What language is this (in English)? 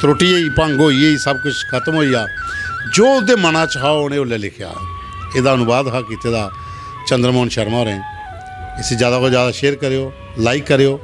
Dogri